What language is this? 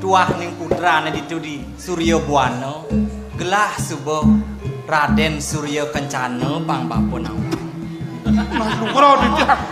Balinese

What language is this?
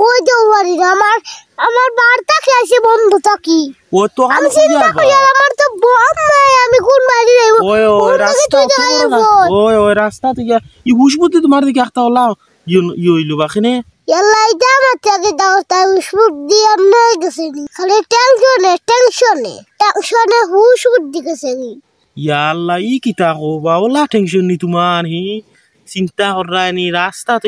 Sylheti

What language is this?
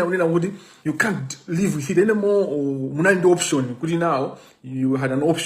Nyanja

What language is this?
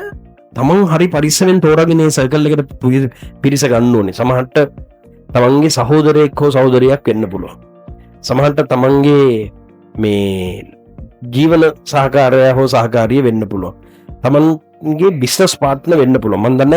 Sinhala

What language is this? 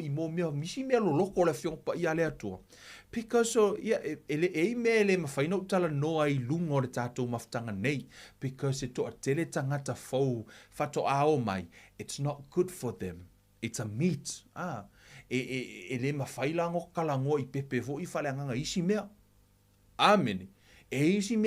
Samoan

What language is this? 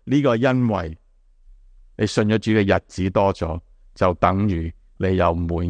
Cantonese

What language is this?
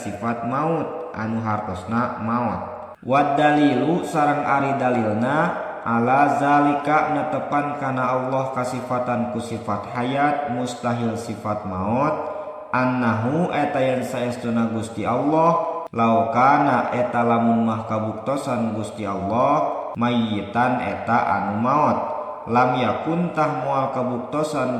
Sundanese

